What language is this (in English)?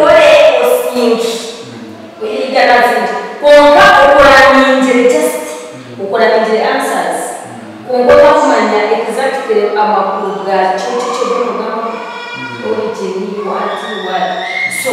Nyankole